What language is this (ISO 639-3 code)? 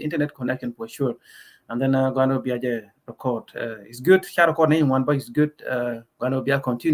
nus